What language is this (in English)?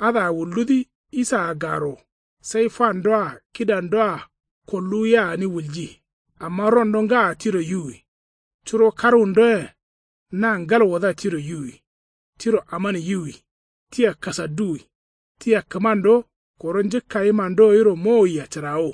Kanuri